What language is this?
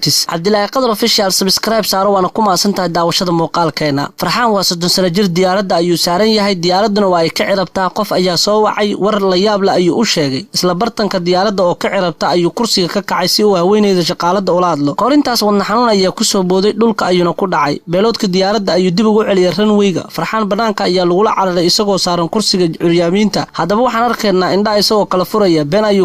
Somali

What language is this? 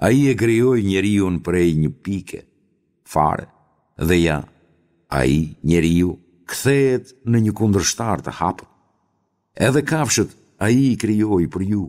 Albanian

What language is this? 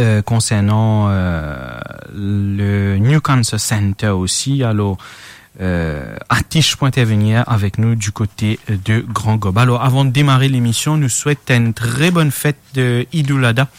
Morisyen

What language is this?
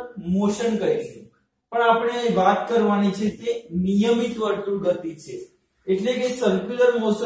Gujarati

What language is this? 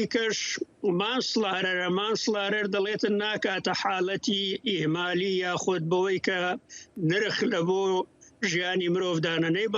Kurdish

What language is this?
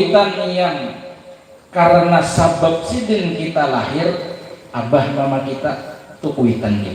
Banjar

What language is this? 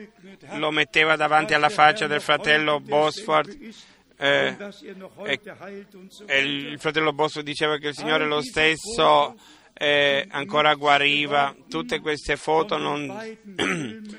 Italian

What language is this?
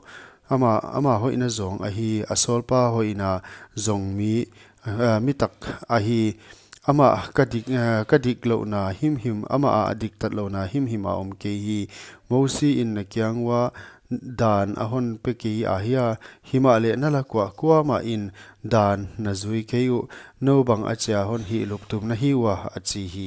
Paite Chin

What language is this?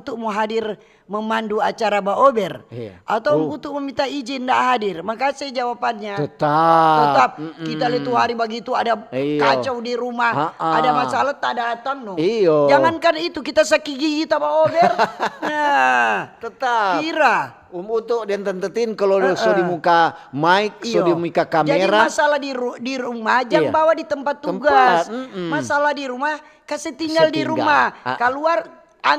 Manado Malay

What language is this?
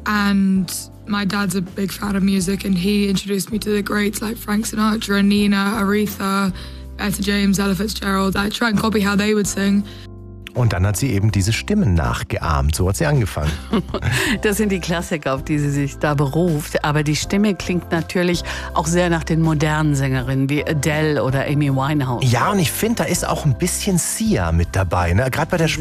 German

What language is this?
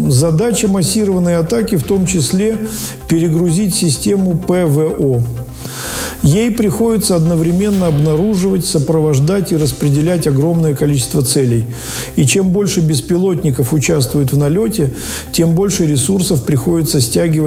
Russian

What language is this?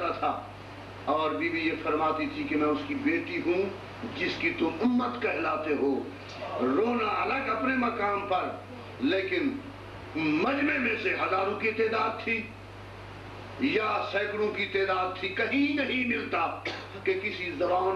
Urdu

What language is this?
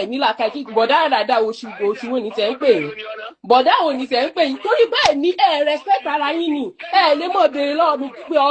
Yoruba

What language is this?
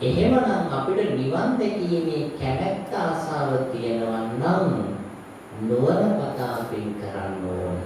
Sinhala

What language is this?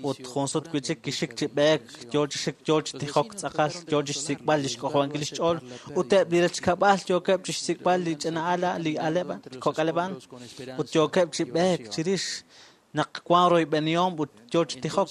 Kekchí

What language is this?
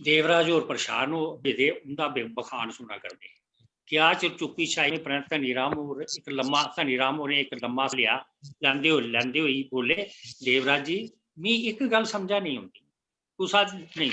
Dogri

